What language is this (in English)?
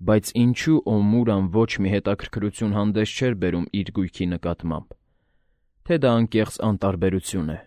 Armenian